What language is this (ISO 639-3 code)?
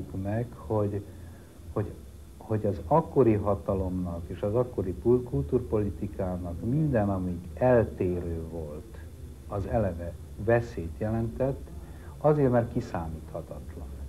hun